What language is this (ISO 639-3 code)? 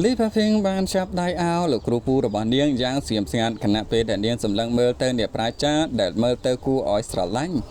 khm